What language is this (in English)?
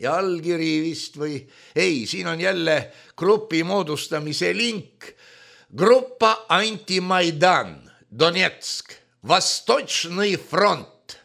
Estonian